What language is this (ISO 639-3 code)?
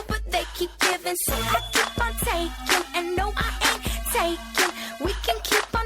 kaa